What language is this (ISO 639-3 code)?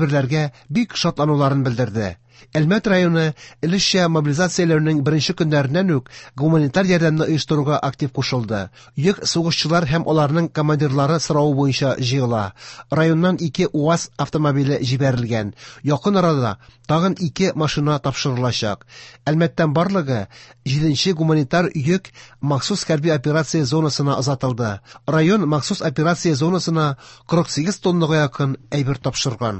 tat